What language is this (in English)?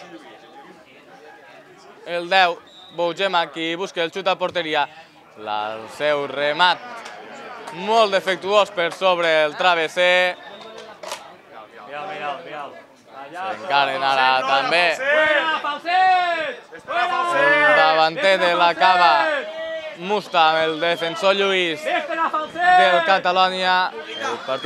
Catalan